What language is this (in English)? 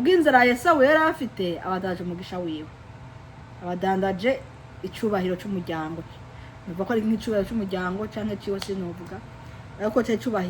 Rundi